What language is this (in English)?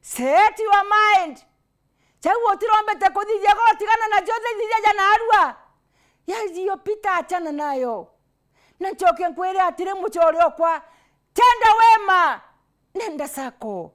Meru